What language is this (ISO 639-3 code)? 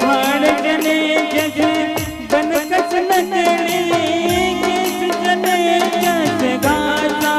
hne